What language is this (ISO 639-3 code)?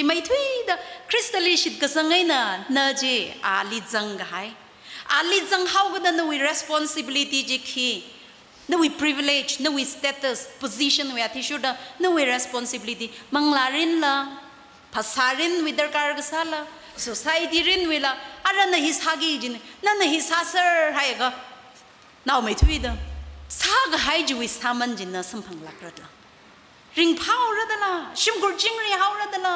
nmf